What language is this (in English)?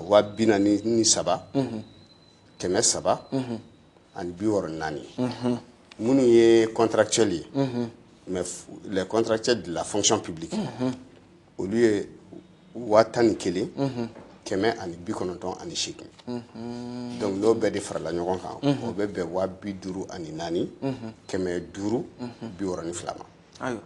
Bambara